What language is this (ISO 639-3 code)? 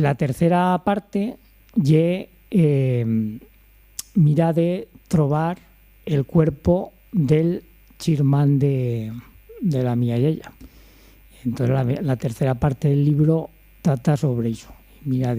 arg